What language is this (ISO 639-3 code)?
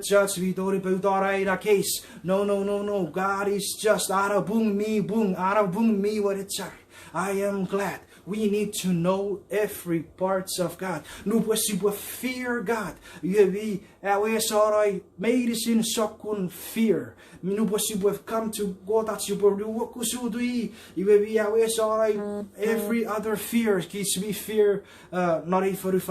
chk